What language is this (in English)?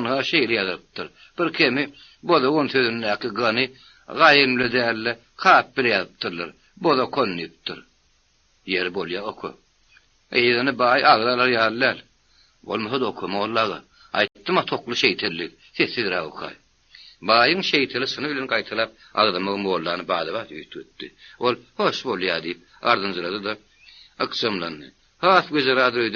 Turkmen